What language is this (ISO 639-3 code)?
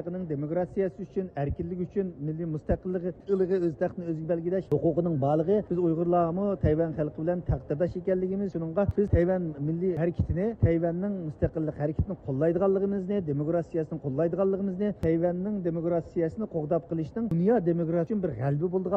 uig